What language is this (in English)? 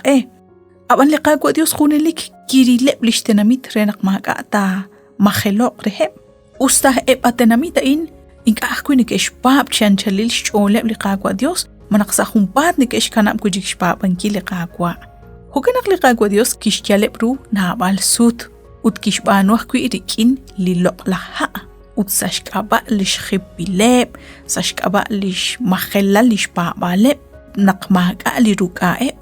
Kekchí